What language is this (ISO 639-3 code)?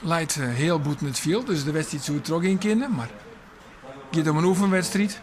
fry